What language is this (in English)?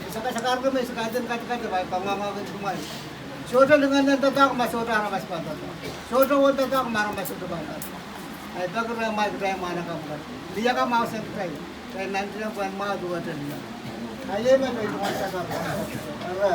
Pohnpeian